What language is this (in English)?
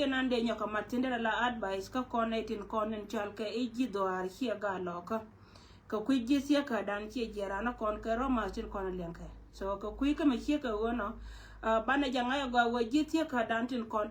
Nuer